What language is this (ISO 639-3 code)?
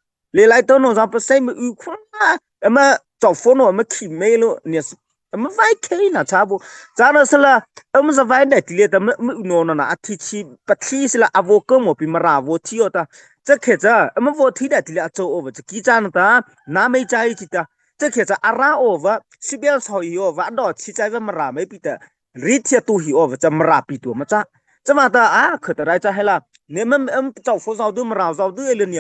mrh